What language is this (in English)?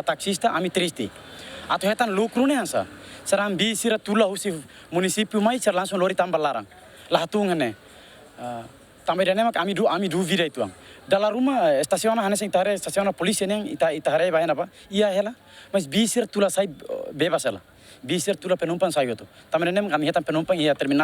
Tetum